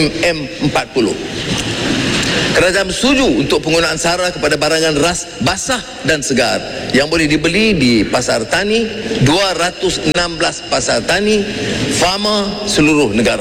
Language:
Malay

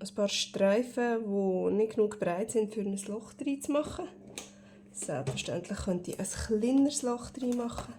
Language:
Swiss German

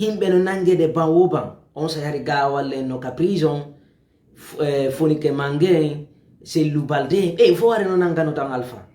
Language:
Fula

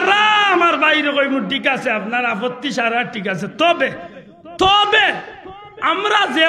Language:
Sylheti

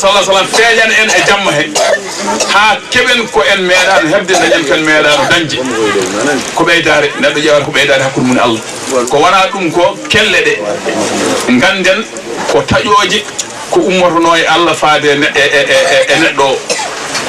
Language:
Fula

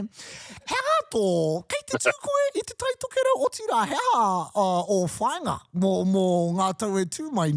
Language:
Māori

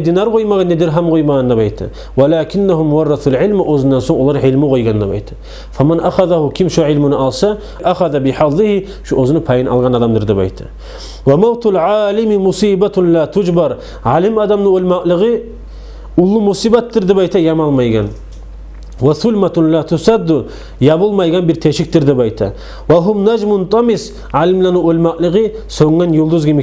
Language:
Kumyk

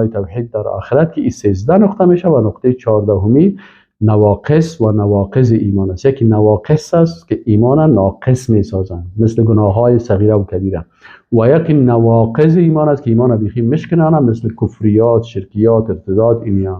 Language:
Persian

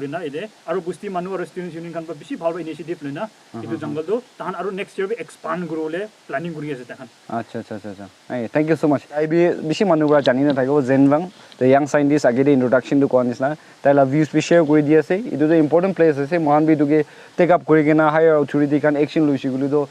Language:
Naga Pidgin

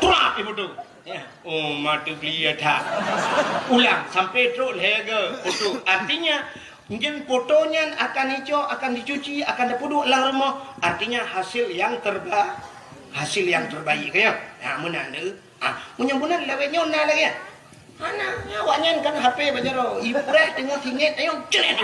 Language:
Achinese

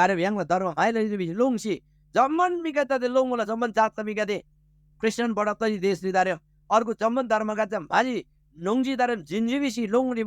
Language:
Eastern Tamang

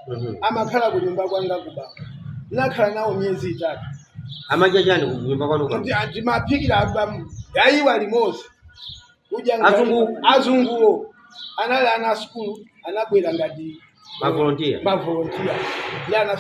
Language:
Nyanja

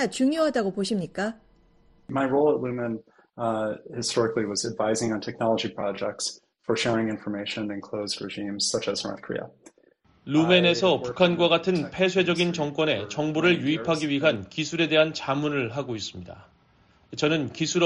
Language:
Korean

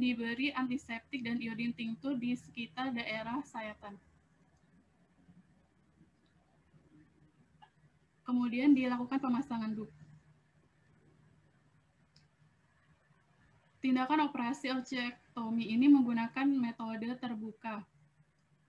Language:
Indonesian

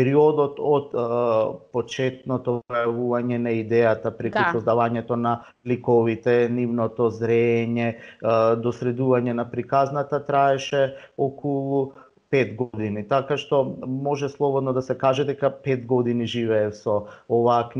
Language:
Macedonian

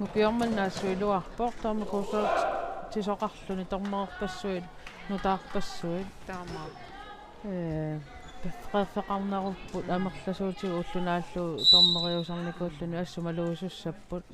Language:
Kalaallisut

